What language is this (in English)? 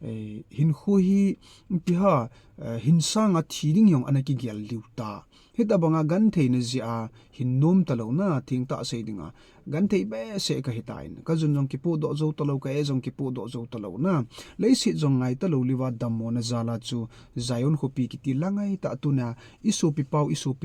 Thado Chin